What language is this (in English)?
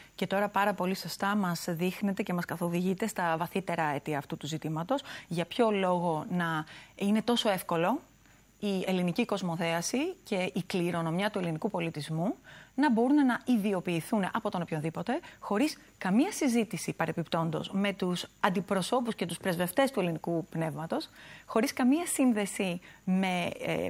Greek